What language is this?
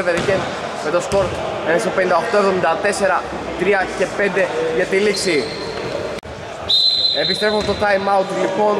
Greek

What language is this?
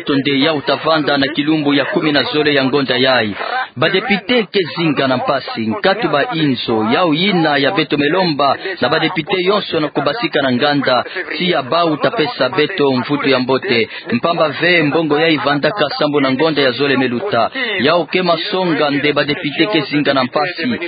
Kituba (Democratic Republic of Congo)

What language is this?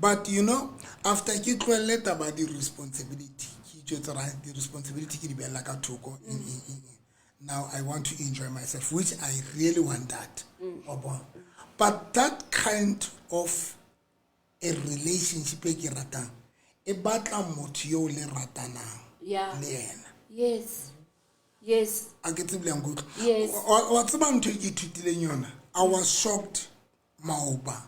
Southern Sotho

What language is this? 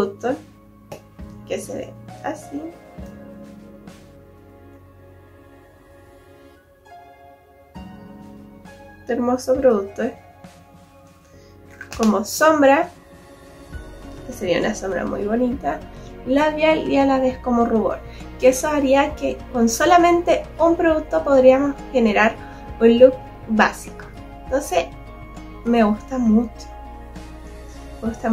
Spanish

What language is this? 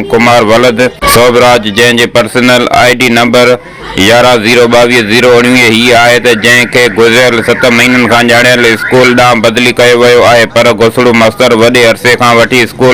Sindhi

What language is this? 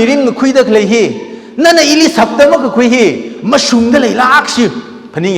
Tangkhul Naga (India)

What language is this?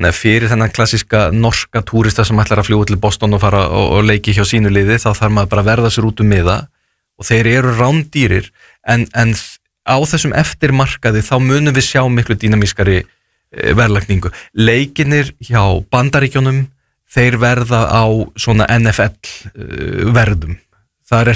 Icelandic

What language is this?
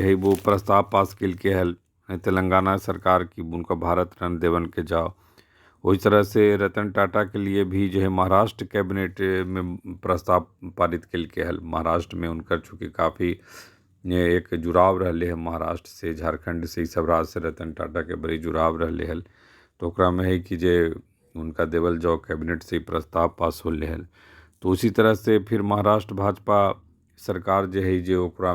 Magahi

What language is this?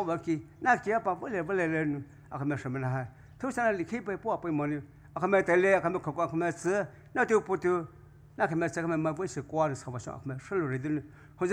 Poumei Naga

